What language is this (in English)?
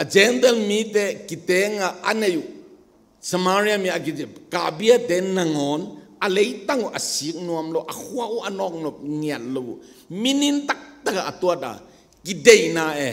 Tedim Chin